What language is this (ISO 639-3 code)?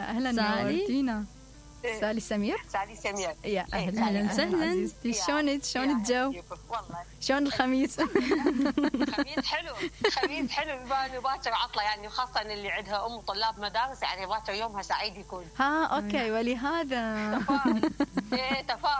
acm